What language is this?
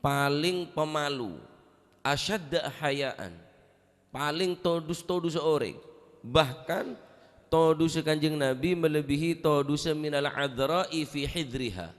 Madurese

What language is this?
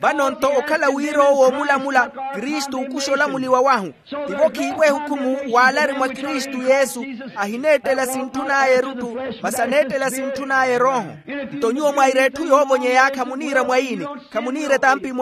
Makhuwa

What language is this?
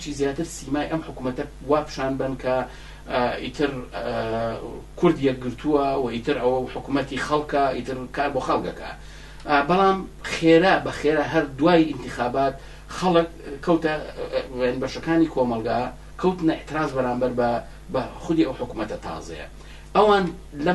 Central Kurdish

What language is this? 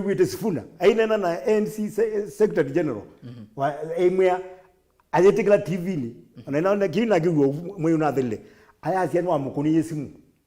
Kamba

